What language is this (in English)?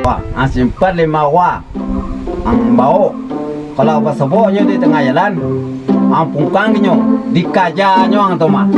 Minangkabau